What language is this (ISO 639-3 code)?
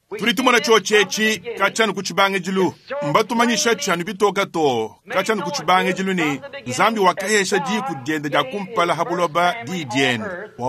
lua